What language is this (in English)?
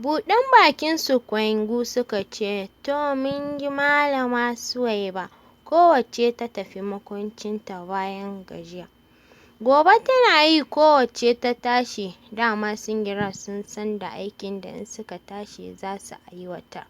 Hausa